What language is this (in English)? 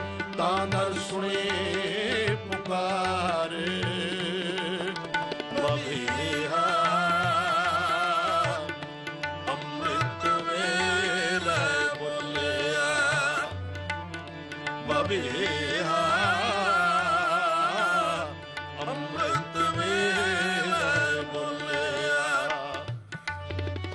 Punjabi